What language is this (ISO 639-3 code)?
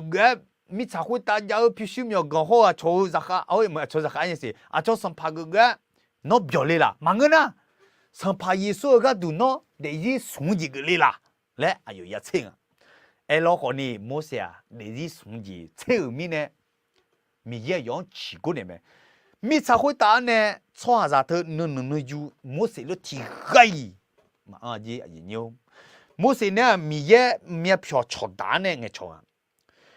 ahk